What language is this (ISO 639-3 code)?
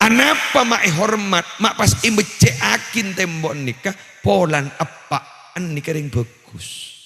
mad